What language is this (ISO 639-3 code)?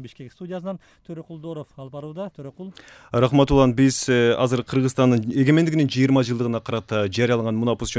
kir